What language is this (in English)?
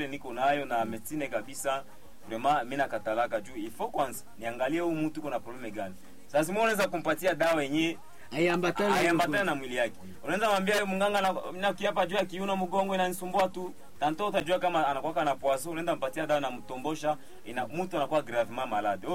Swahili